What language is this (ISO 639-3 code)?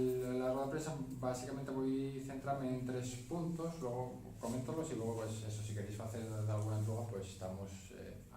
ast